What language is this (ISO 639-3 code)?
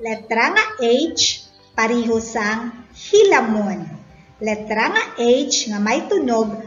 hil